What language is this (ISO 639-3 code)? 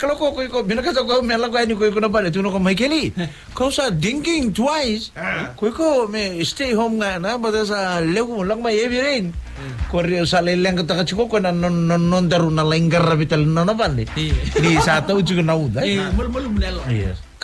fij